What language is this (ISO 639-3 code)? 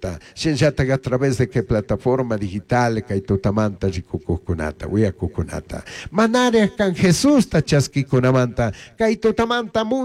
qug